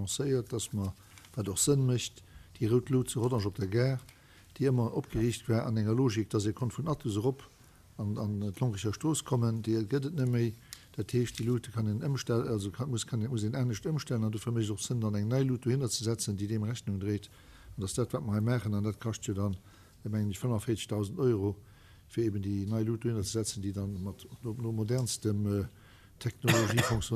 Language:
Luxembourgish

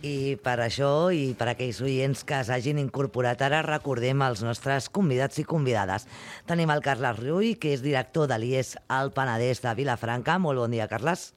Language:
Catalan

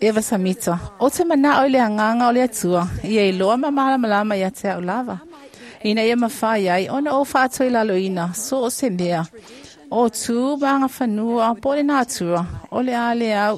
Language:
Samoan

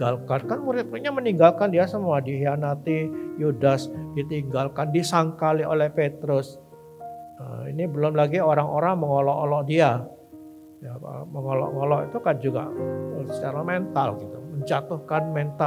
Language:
Indonesian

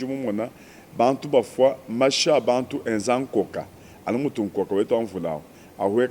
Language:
Luba-Lulua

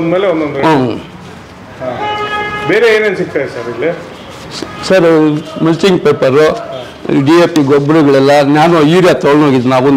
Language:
Kannada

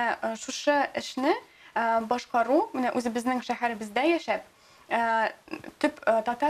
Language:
Tatar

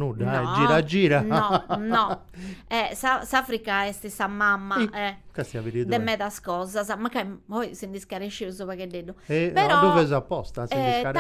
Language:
Sardinian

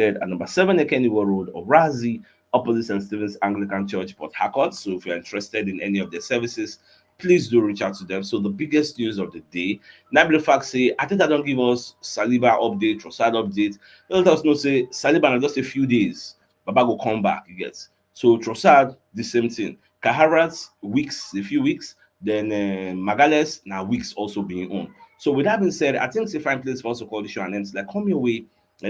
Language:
Nigerian Pidgin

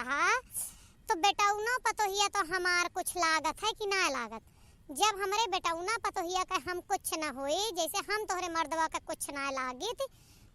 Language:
Awadhi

